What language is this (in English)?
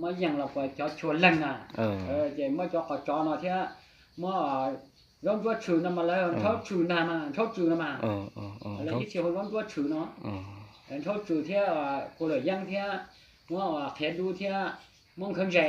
Hmong